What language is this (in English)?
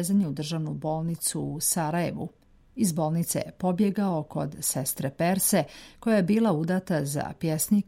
Serbian